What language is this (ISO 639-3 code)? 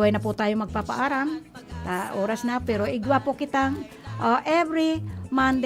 bik